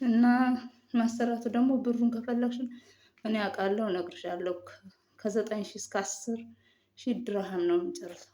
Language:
Amharic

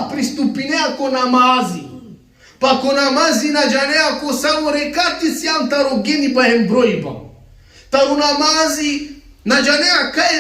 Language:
Balkan Romani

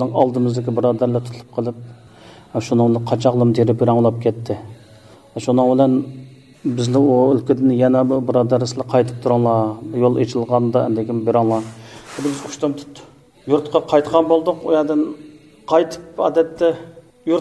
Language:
Uyghur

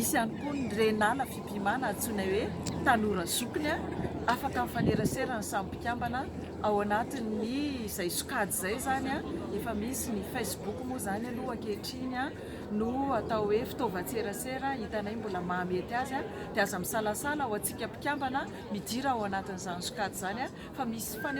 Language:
Malagasy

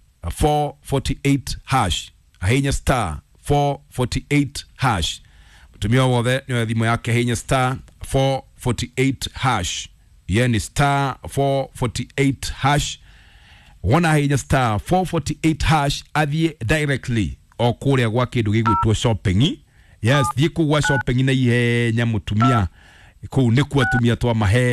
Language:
Kikuyu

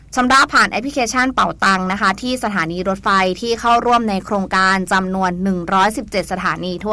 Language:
Thai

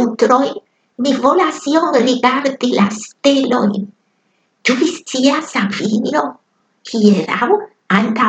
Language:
Esperanto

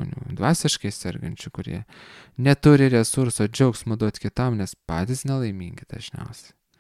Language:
Lithuanian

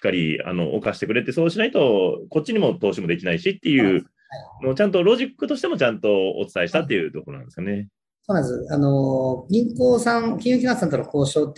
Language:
Japanese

